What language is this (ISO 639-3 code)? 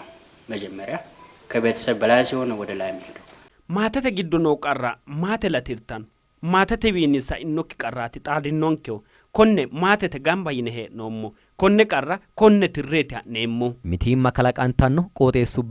sid